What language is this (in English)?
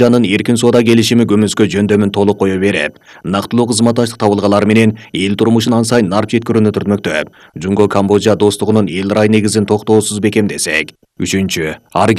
Kyrgyz